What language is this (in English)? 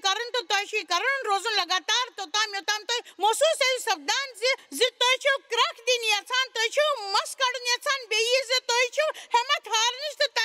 Kashmiri